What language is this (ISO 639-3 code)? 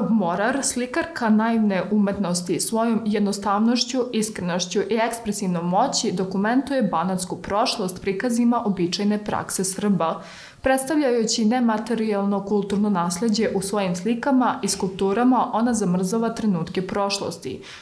srp